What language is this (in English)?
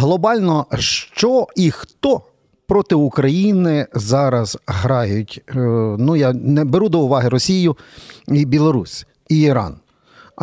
Ukrainian